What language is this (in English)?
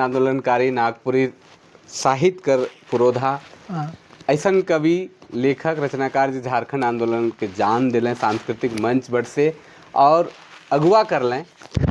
Sadri